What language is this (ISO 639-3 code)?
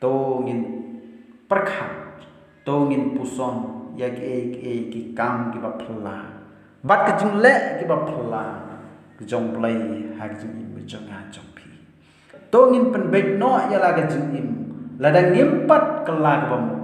kha